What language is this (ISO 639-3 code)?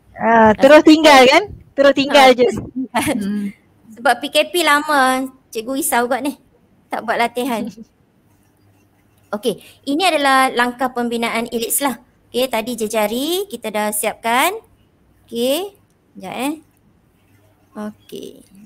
msa